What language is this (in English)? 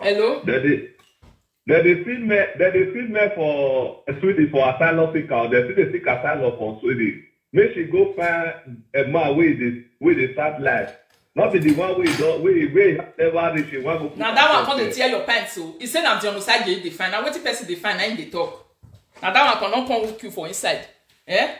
Nigerian Pidgin